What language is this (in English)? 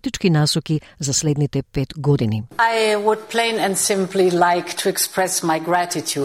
Macedonian